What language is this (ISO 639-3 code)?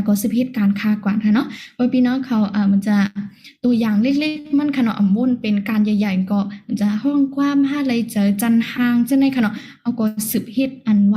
shn